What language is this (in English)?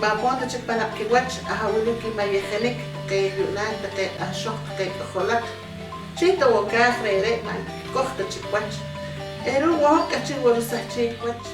Poqomchi'